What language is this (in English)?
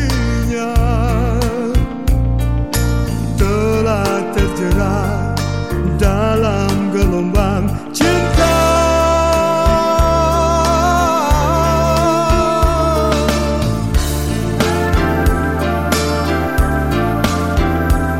Indonesian